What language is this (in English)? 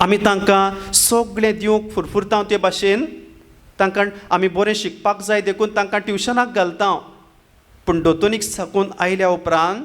Konkani